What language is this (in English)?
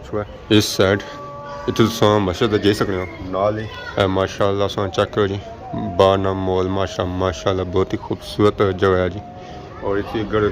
Pahari-Potwari